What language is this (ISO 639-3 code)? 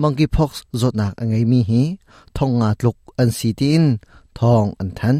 cnh